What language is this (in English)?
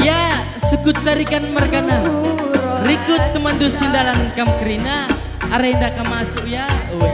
Batak Karo